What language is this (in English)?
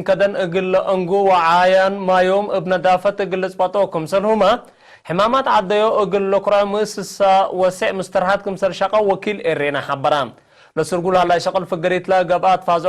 Tigre